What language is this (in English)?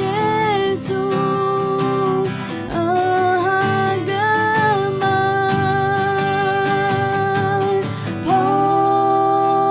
Akha